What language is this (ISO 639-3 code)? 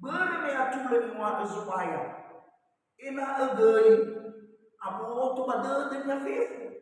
nia